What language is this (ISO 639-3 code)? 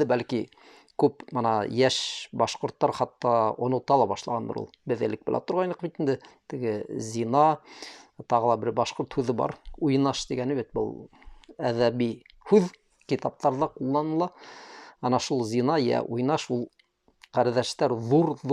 bak